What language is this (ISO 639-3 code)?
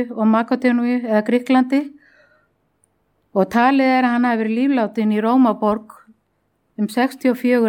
isl